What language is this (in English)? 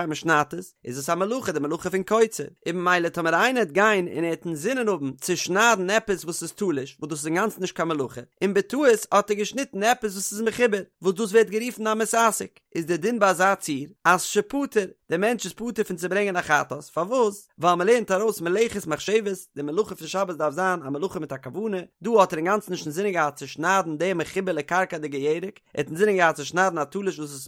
Yiddish